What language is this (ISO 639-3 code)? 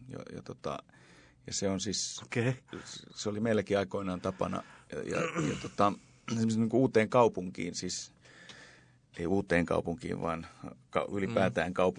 fin